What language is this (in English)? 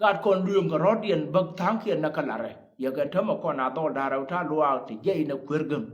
Nuer